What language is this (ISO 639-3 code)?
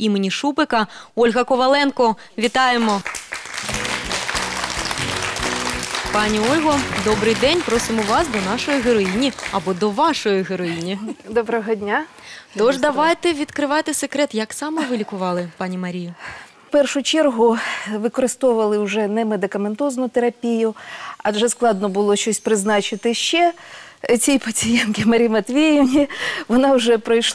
ukr